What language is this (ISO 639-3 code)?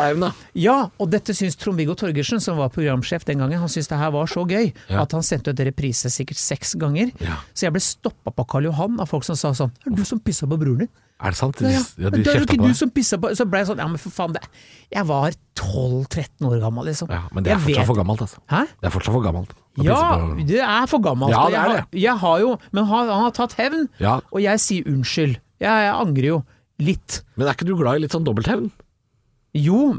nor